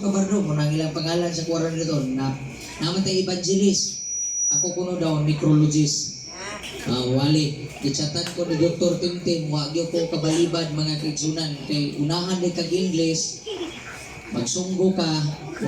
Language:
Cebuano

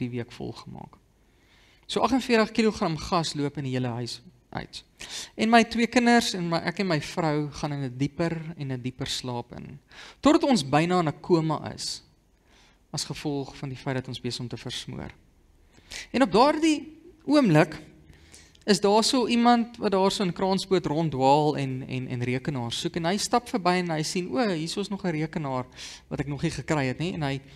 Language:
Afrikaans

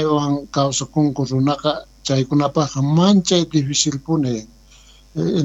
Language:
South Bolivian Quechua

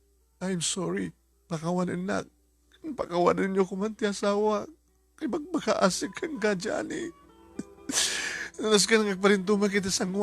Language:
Iloko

